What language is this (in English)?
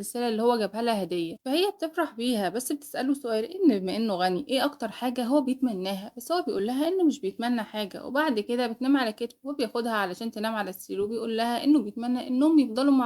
Egyptian Arabic